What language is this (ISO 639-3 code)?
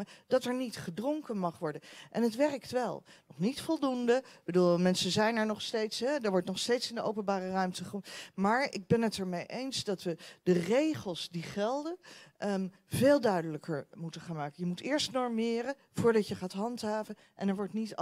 nld